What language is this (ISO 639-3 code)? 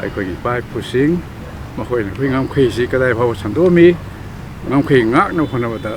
mni